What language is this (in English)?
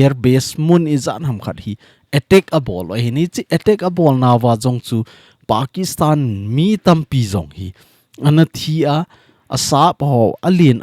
Thado Chin